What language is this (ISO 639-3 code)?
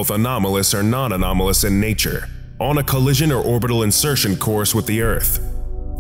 eng